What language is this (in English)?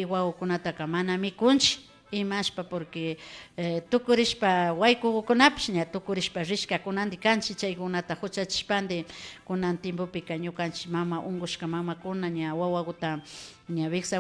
Imbabura Highland Quichua